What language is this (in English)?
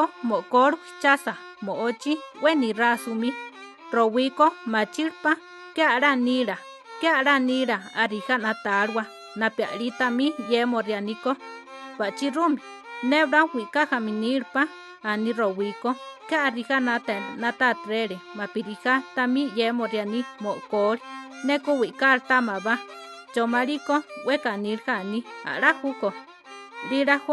Central Tarahumara